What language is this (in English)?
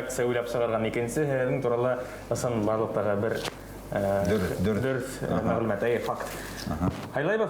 Bashkir